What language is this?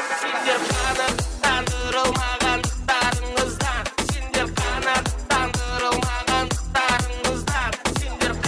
Kara-Kalpak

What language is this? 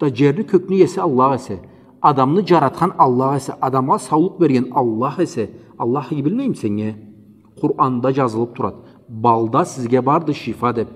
Karachay-Balkar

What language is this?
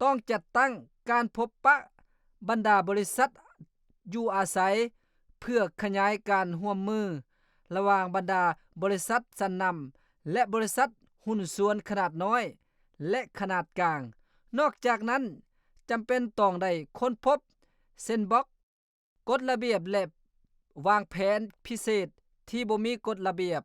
Lao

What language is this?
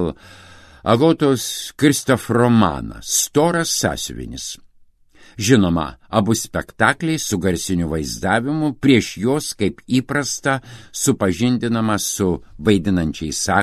Lithuanian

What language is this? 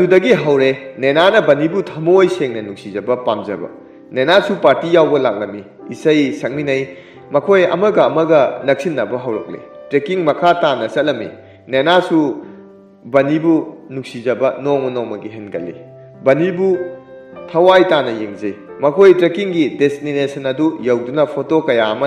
Manipuri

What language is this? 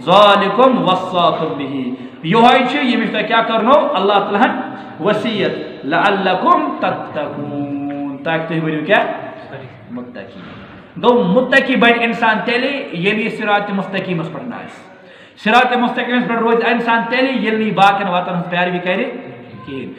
Kashmiri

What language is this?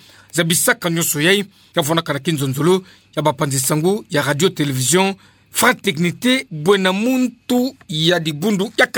Kituba (Democratic Republic of Congo)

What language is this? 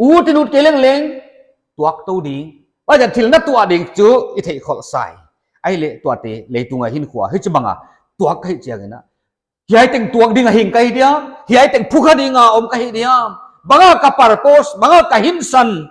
Paite Chin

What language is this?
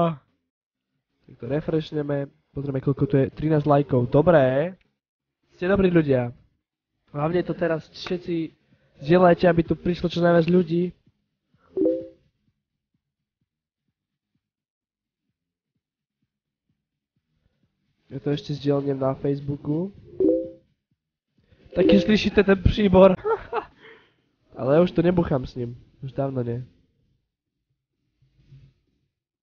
Slovak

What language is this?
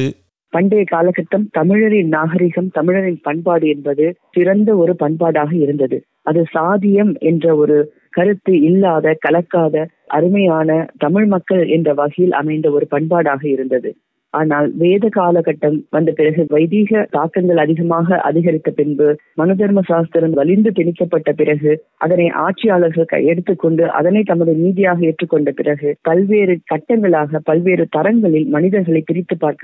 Tamil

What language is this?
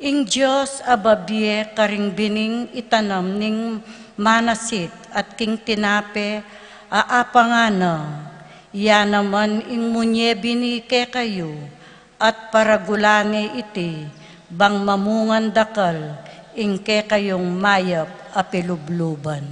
Pampanga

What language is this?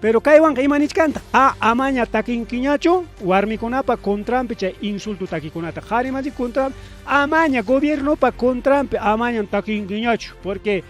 Ayacucho Quechua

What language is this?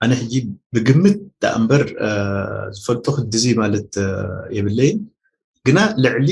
Tigrinya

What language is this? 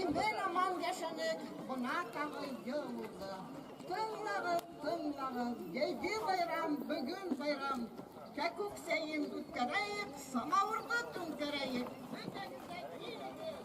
Bashkir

